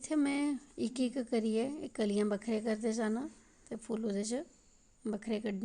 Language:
Dogri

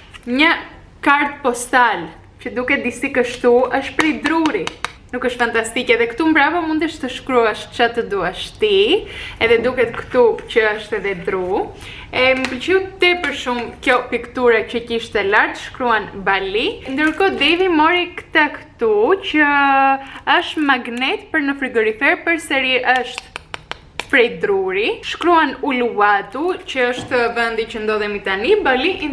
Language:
Albanian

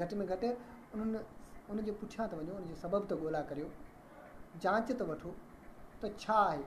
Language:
Sindhi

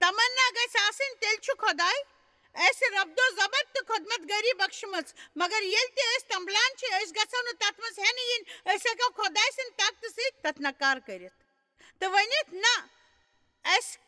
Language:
Kashmiri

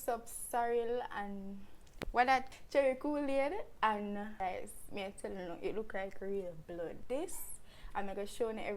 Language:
Jamaican Creole English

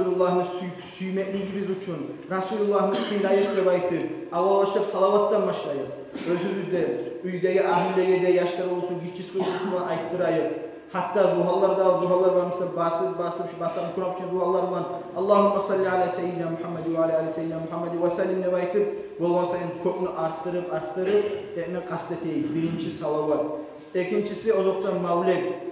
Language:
Kumyk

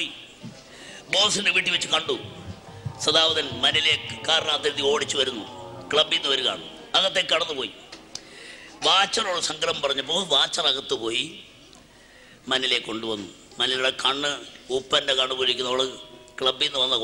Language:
Malayalam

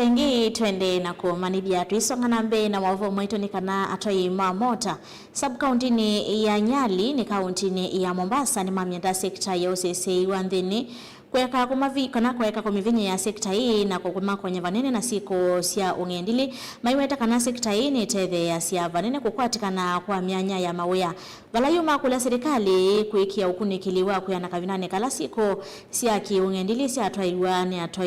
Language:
Kamba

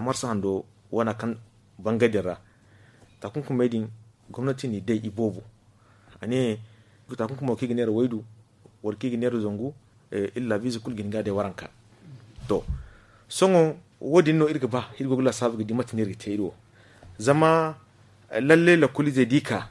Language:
Zarma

